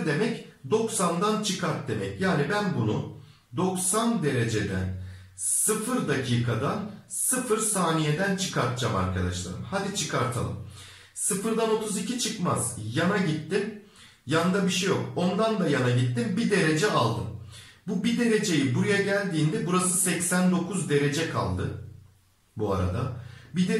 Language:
Turkish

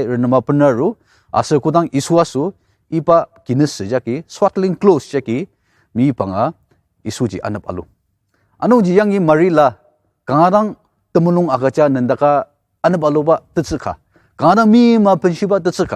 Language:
Ao Naga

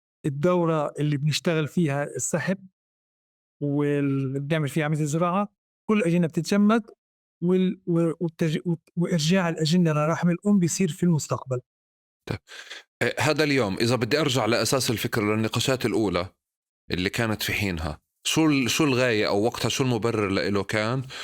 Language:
North Levantine Arabic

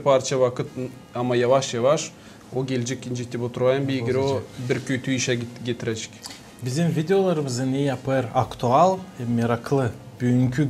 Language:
Gagauz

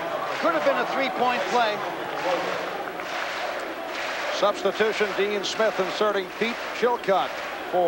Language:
English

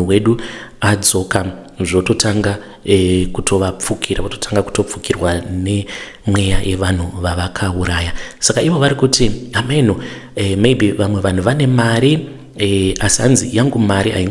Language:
Shona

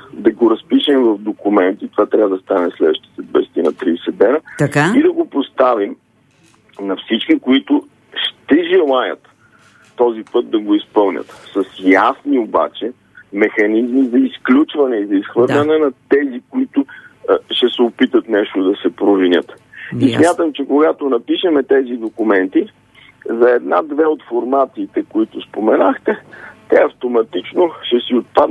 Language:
Bulgarian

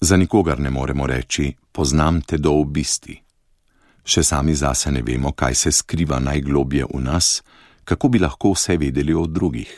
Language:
Slovenian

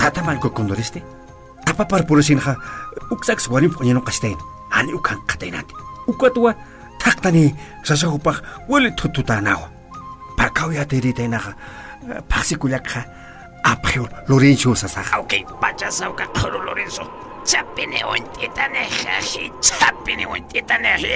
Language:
Aymara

